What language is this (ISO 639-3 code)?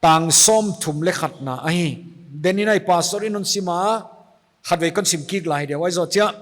pck